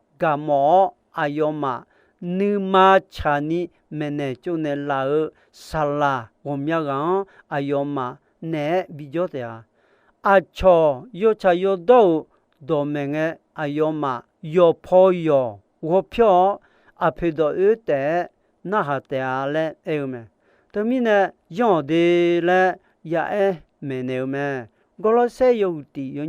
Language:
Akha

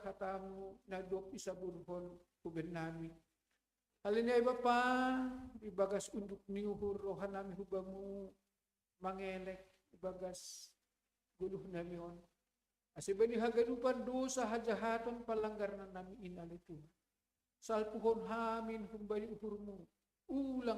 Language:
Batak Simalungun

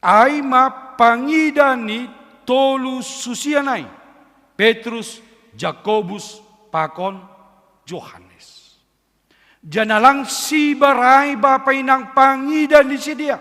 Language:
Batak Simalungun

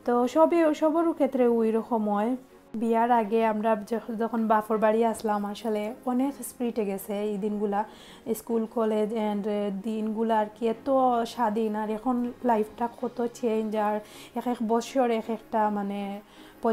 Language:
Sylheti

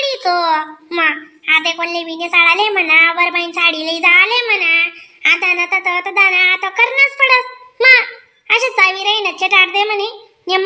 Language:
Khandesi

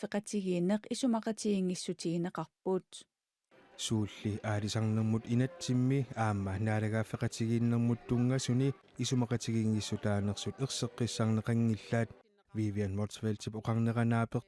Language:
Kalaallisut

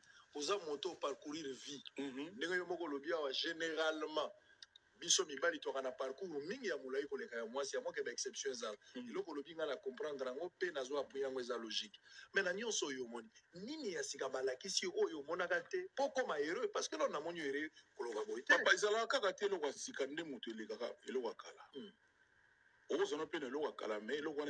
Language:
Lingala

